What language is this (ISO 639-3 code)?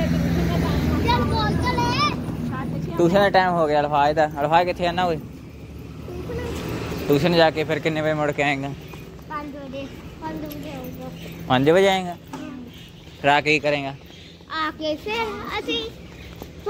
pan